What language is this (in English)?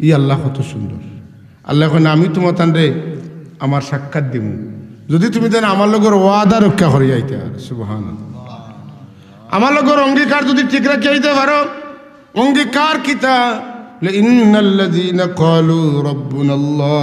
Sylheti